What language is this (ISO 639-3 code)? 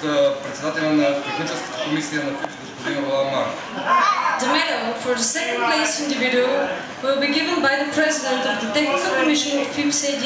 bul